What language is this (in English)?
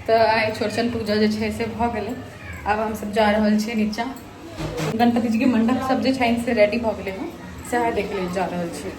Maithili